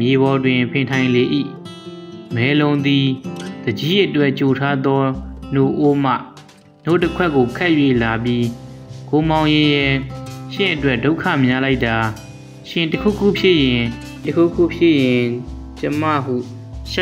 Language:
Burmese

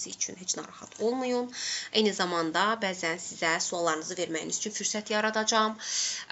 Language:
Azerbaijani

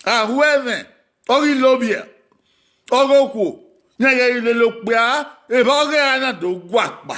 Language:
Bini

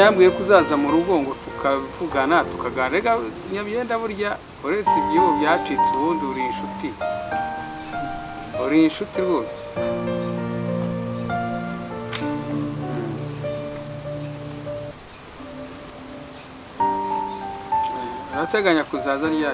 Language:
Kinyarwanda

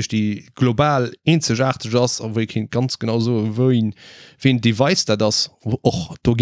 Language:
Luxembourgish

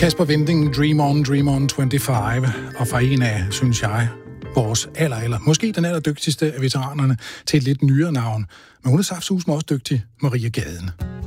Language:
Danish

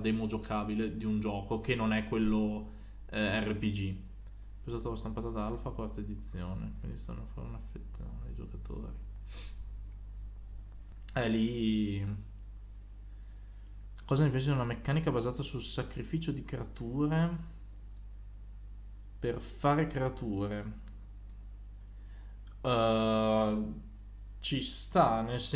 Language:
Italian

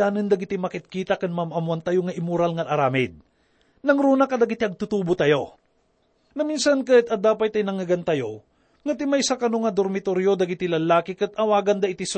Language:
Iloko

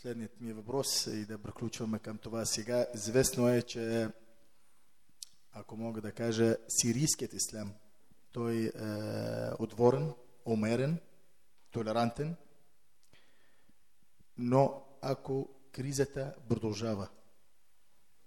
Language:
Bulgarian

